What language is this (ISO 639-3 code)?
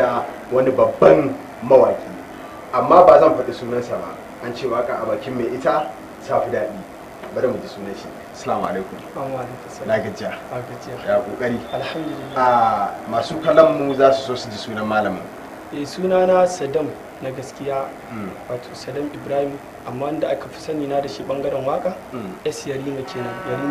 hau